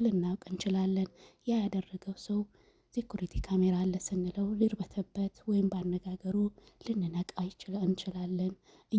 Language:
Amharic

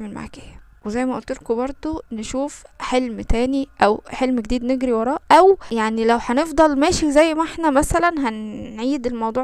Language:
Egyptian Arabic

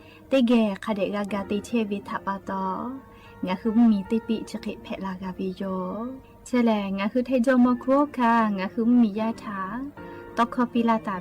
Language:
Lahu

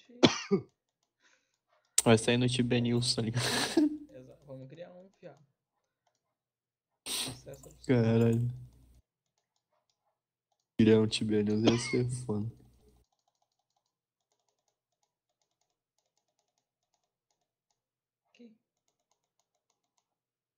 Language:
Portuguese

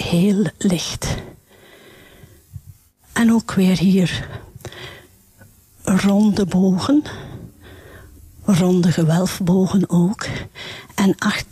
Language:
Dutch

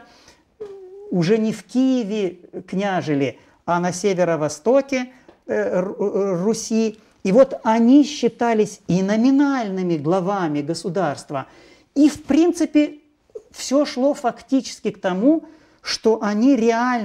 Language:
Russian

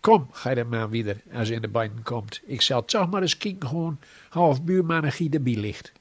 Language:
Gronings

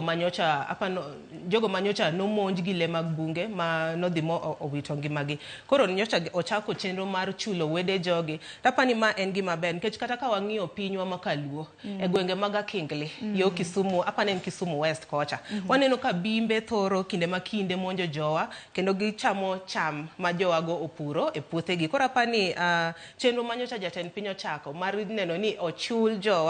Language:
Luo (Kenya and Tanzania)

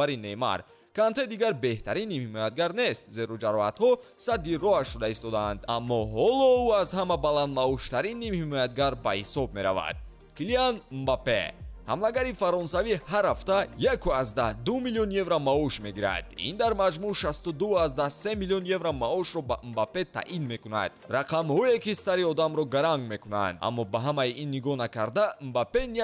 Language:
Tajik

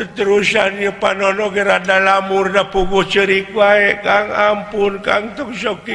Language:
Sundanese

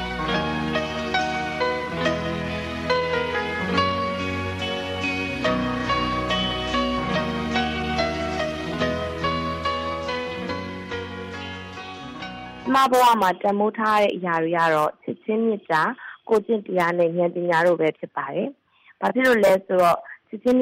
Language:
Burmese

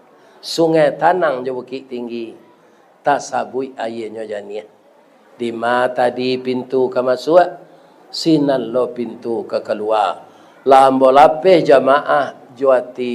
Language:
Minangkabau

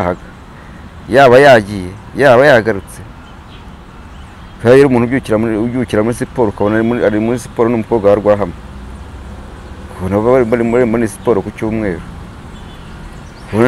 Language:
Kinyarwanda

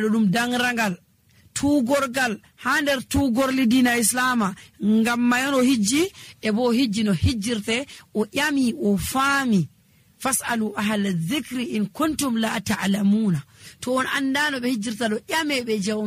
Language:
Nigerian Fulfulde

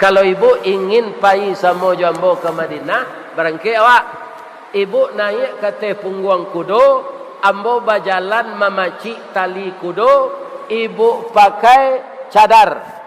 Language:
Minangkabau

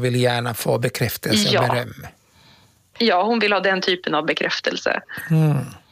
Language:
Swedish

